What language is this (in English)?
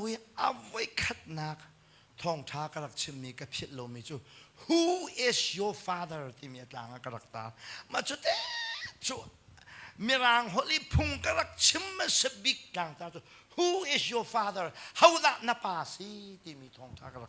Hakha Chin